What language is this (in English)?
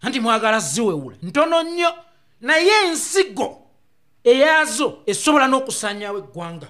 Ganda